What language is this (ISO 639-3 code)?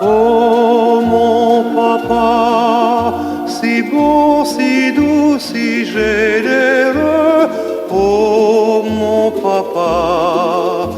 mfe